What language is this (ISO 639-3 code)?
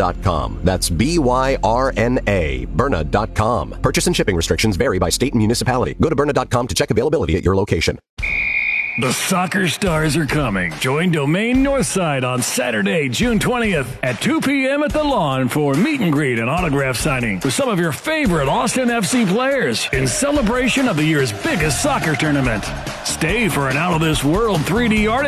eng